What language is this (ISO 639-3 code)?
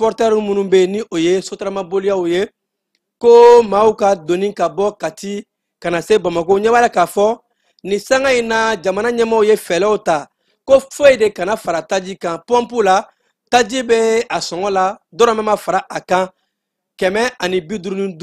bam